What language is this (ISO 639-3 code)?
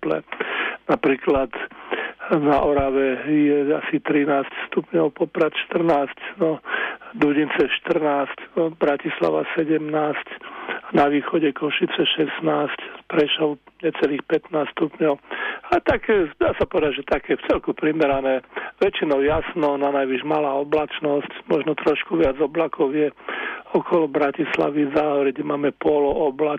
slk